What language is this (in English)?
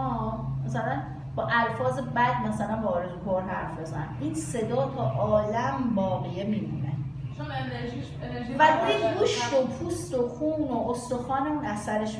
Persian